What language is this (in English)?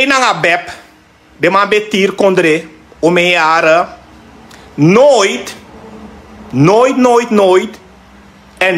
Sranan Tongo